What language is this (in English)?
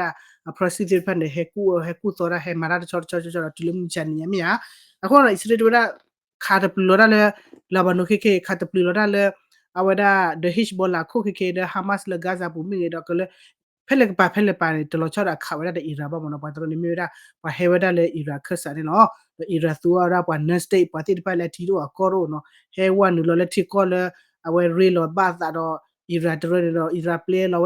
S'gaw Karen